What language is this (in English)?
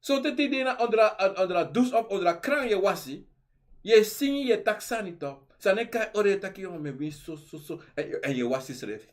Sranan Tongo